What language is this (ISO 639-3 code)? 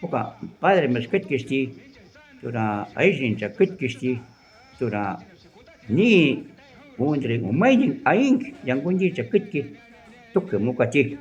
jiv